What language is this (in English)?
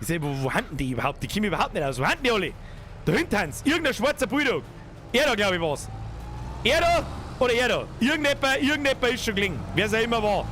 Bavarian